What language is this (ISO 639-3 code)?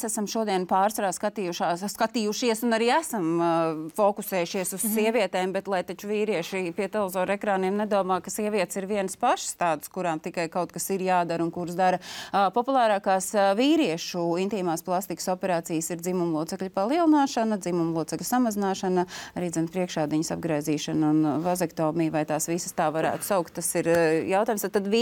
lav